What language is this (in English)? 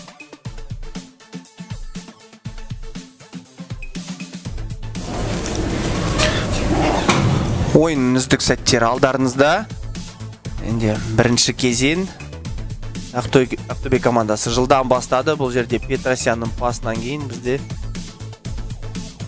Kazakh